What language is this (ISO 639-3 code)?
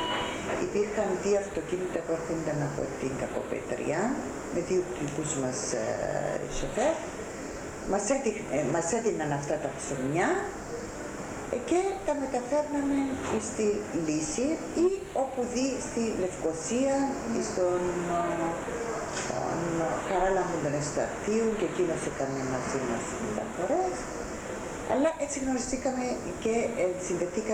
ell